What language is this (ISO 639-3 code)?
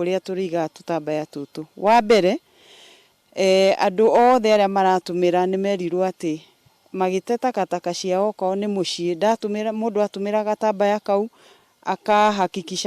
kik